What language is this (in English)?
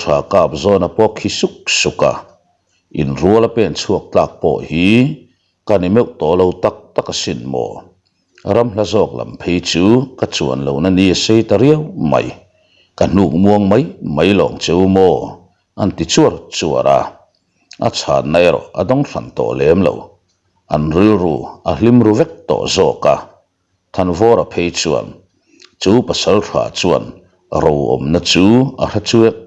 Mizo